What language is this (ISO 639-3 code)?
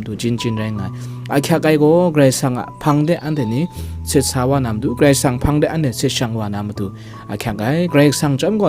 kac